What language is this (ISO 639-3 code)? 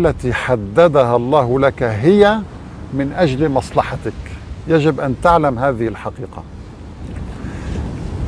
ara